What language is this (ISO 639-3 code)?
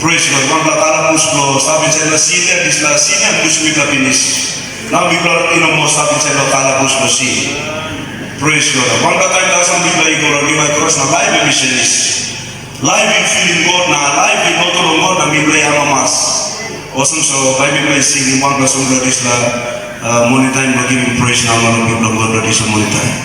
tpi